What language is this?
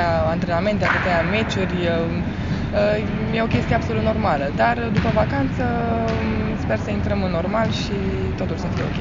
Romanian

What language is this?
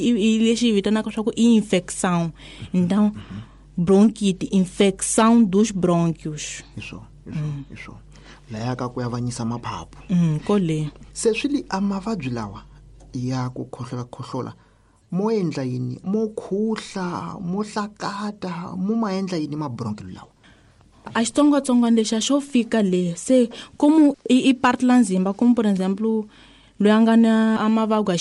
Tsonga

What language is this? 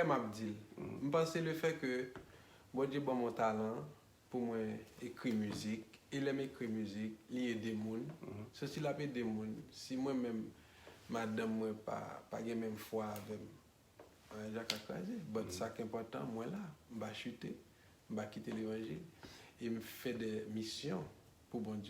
Haitian Creole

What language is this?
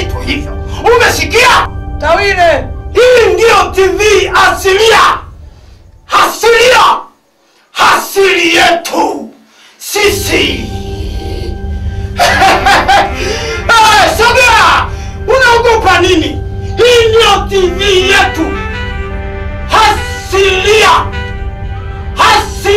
Swahili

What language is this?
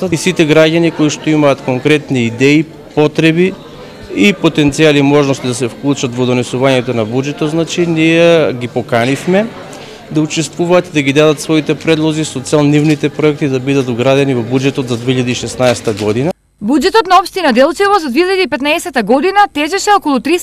Macedonian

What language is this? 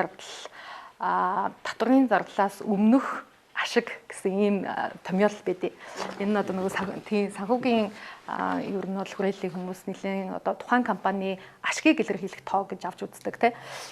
Mongolian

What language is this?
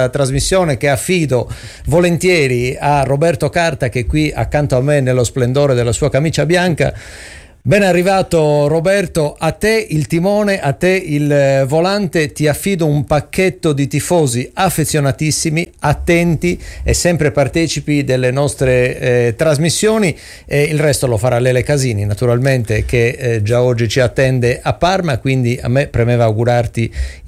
Italian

